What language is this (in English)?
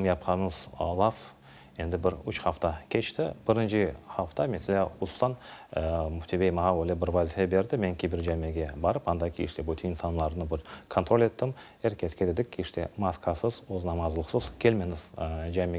Crimean Tatar